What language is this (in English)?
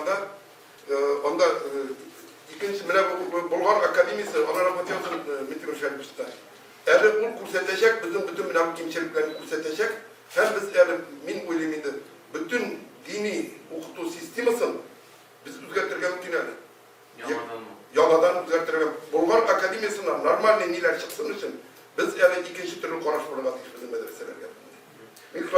Tatar